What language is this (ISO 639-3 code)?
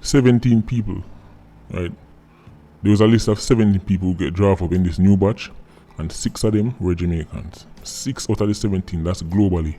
jam